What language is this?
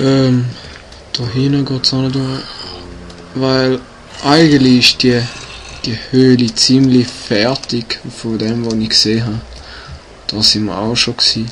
Swiss German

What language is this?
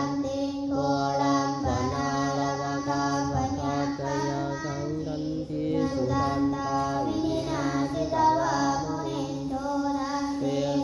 Pali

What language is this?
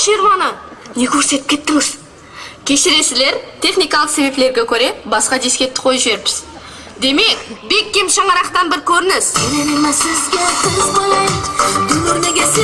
Kara-Kalpak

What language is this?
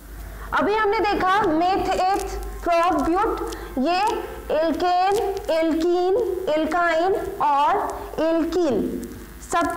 Hindi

